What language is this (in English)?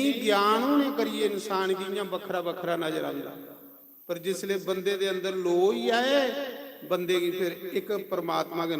Dogri